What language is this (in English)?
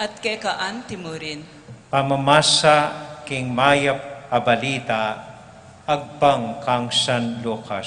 Pampanga